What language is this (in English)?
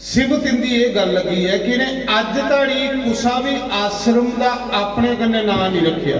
Dogri